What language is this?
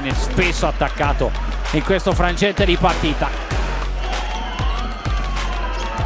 Italian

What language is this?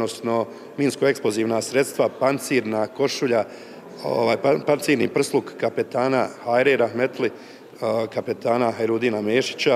Bosnian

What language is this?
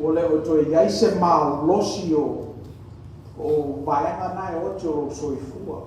Samoan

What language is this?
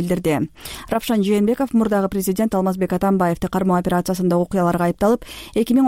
Kyrgyz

